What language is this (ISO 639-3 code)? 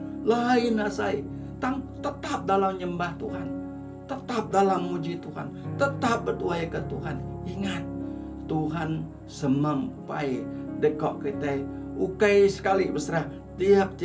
iba